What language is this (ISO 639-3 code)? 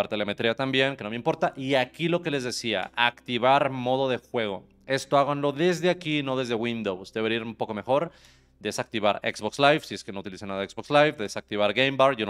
spa